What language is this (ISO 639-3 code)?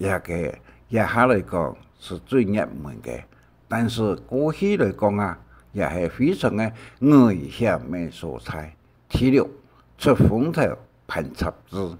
hak